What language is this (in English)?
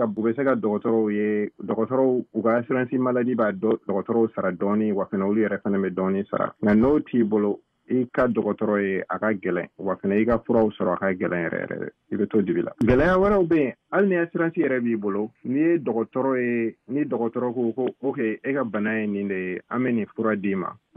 Bambara